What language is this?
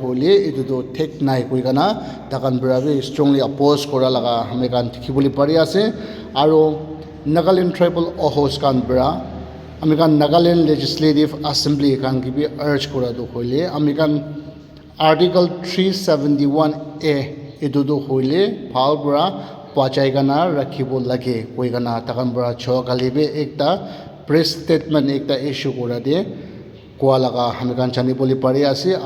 Naga Pidgin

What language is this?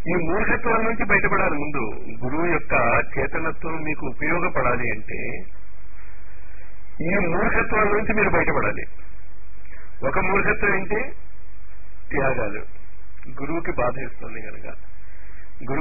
Telugu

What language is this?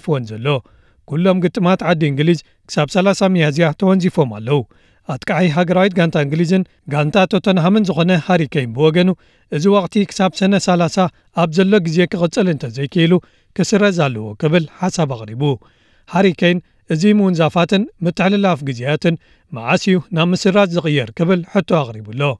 Tigrinya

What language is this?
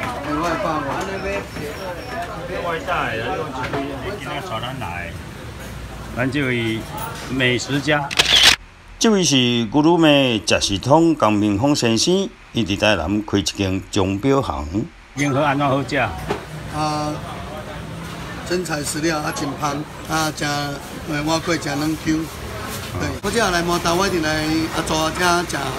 Min Nan Chinese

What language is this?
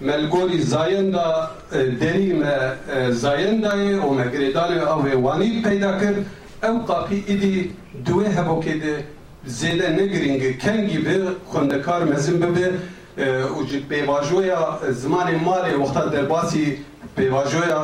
Kurdish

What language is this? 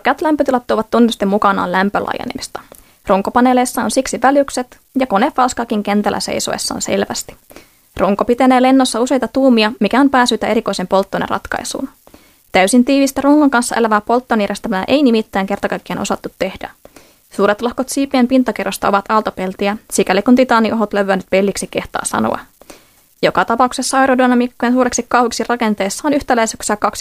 Finnish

